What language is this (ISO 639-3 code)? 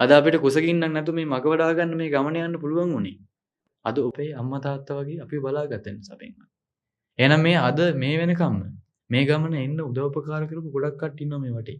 sin